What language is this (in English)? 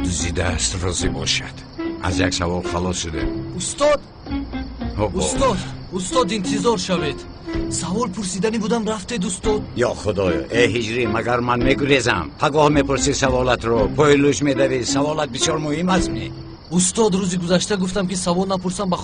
Tajik